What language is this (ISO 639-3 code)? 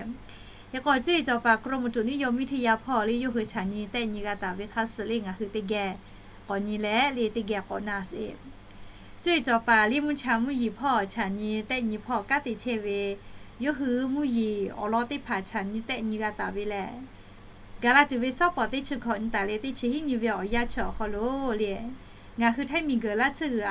lhu